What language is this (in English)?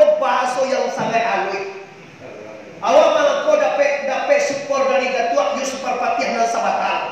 Minangkabau